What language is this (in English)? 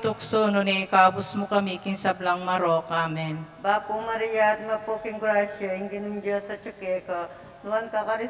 Pampanga